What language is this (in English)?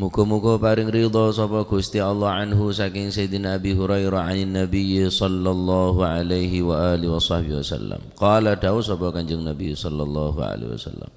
Madurese